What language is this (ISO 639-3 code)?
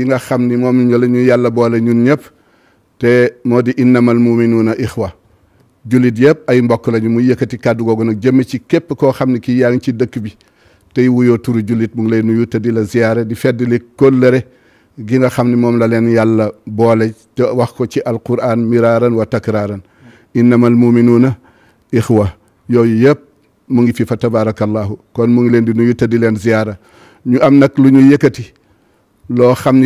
wol